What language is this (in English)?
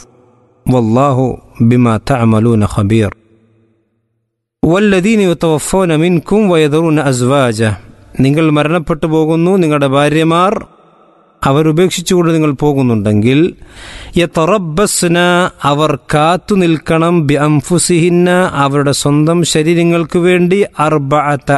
Malayalam